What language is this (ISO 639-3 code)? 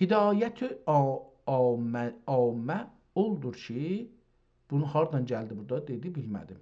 azb